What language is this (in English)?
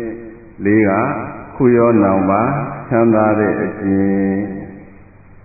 Burmese